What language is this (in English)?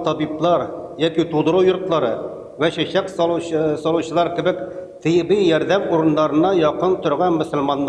Tatar